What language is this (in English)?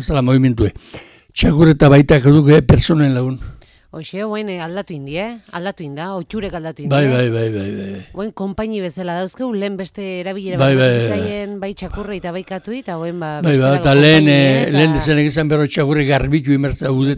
Basque